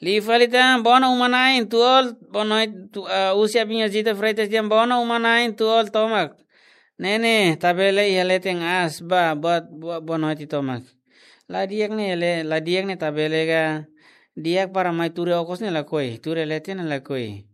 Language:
Tetum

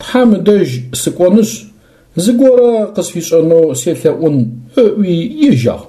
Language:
Adyghe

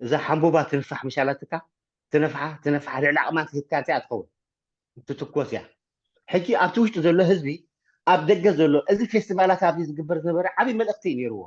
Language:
Tigrinya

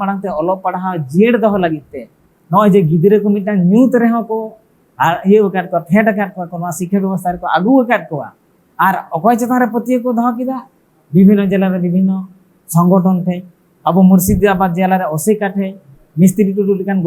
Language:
Santali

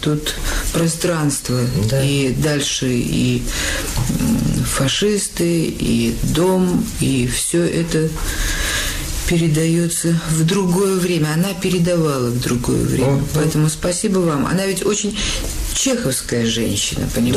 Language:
Russian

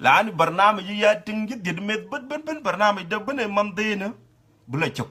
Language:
Dinka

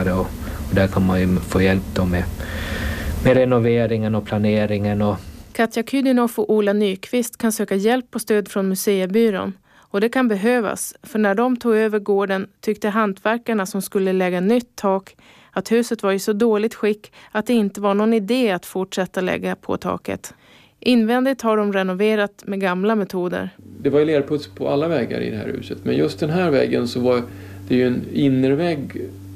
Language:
Swedish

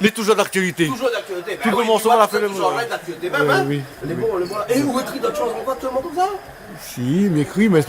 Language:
Réunion Creole French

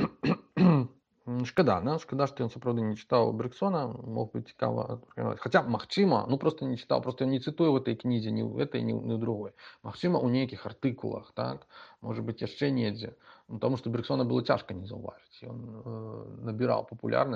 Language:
Belarusian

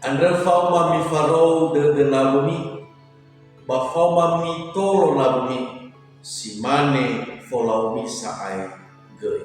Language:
Nias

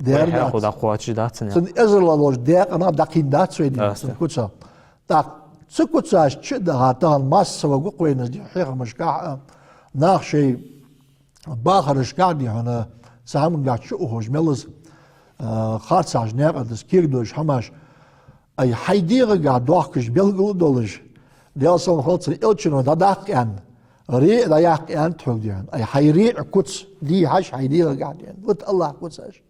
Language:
Ingush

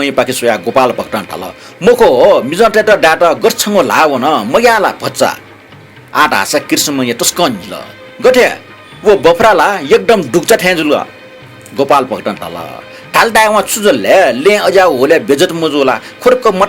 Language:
Newari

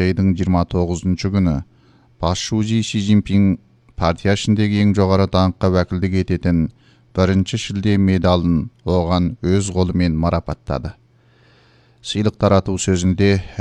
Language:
Kazakh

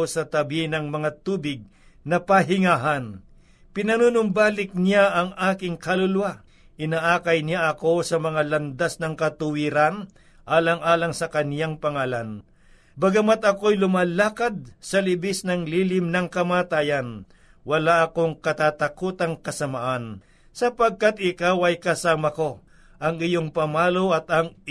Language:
Filipino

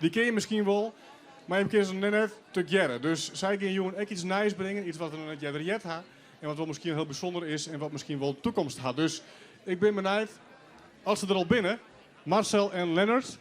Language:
Western Frisian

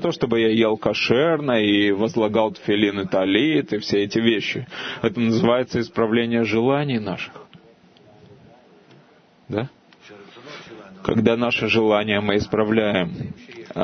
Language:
Russian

